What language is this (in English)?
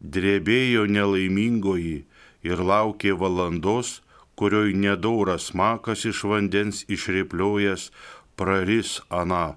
Lithuanian